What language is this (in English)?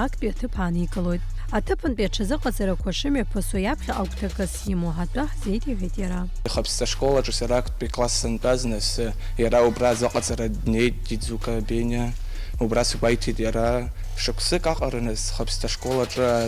Abkhazian